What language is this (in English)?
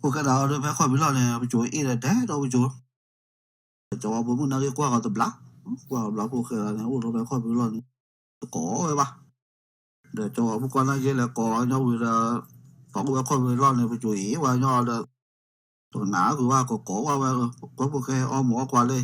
S'gaw Karen